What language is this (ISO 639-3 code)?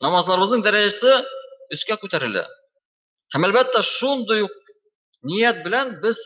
tat